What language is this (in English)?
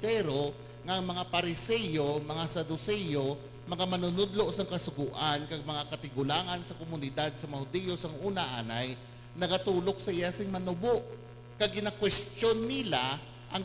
Hiligaynon